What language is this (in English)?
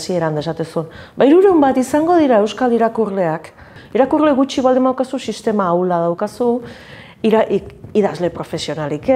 Basque